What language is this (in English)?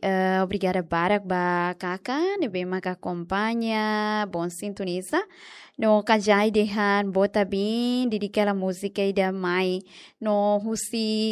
Tetum